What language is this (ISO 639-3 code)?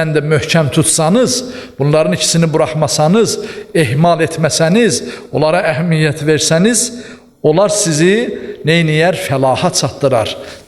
aze